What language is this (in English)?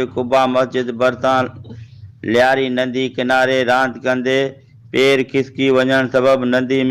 Sindhi